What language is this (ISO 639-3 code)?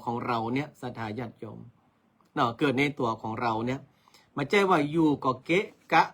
nod